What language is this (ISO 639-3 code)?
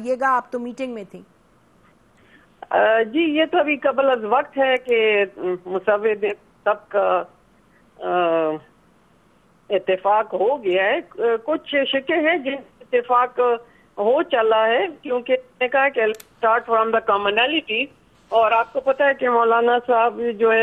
urd